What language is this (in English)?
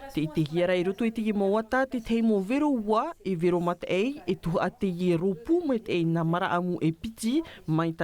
Tahitian